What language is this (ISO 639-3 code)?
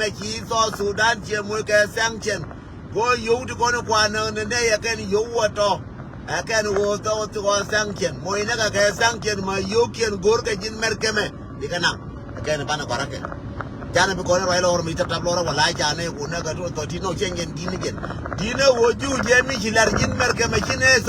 nus